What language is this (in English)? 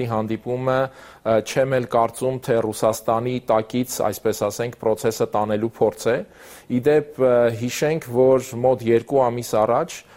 Armenian